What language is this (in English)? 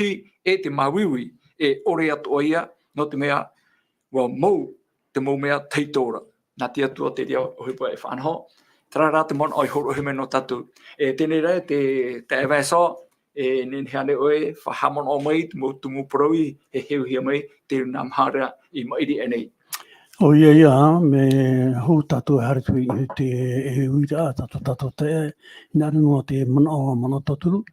Tahitian